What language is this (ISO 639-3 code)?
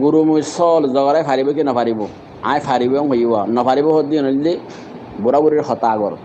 rhg